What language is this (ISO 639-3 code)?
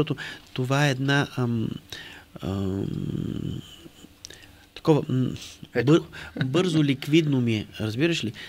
bul